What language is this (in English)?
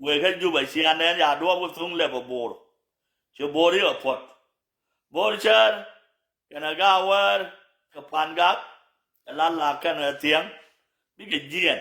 Nuer